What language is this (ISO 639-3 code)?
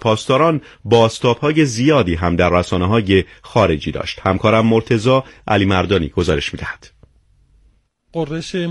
fas